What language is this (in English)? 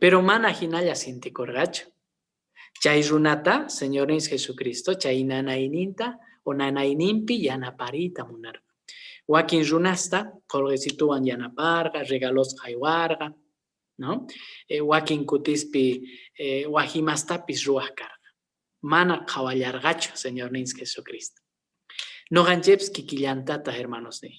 Quechua